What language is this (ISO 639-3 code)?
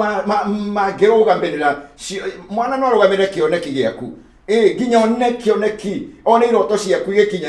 kik